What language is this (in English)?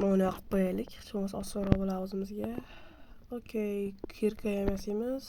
Uzbek